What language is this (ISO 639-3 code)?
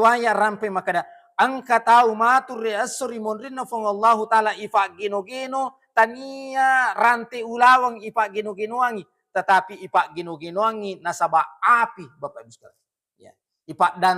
bug